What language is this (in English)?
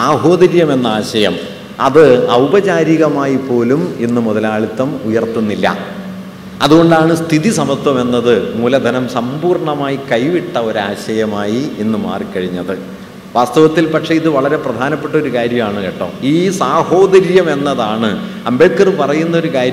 Malayalam